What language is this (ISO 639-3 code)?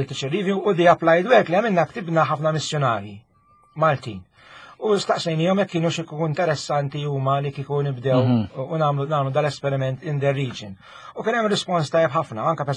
mlt